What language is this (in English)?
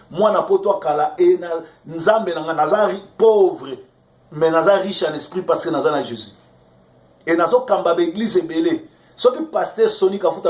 Lingala